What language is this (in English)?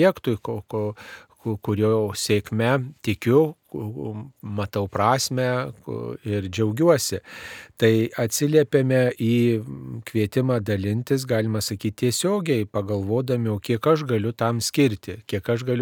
Lithuanian